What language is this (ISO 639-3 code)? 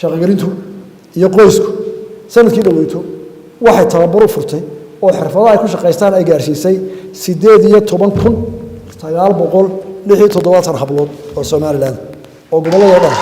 som